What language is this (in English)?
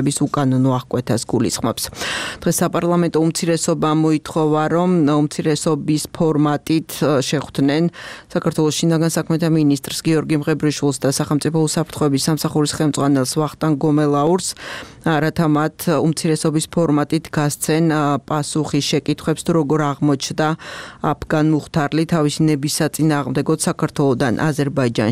Georgian